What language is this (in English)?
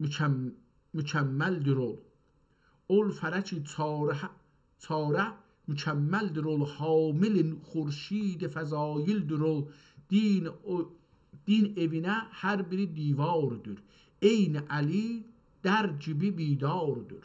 South Azerbaijani